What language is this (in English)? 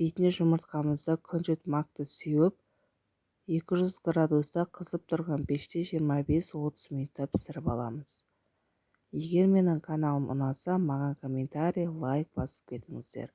Kazakh